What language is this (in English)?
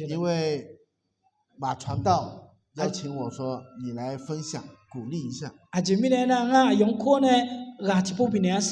Akha